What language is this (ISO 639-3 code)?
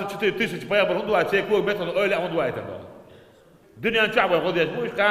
che